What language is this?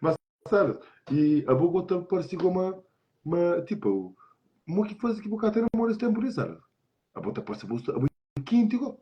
Kabuverdianu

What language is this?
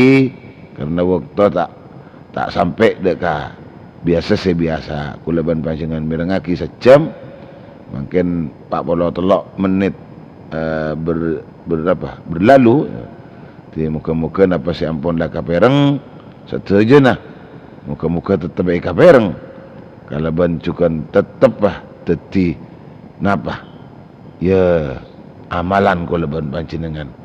Madurese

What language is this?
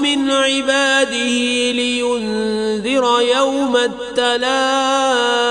Kashmiri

